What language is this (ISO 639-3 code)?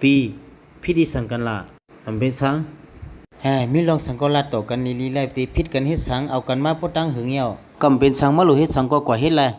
shn